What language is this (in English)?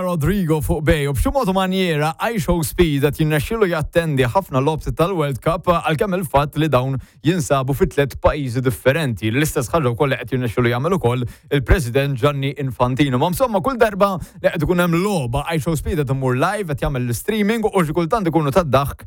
Maltese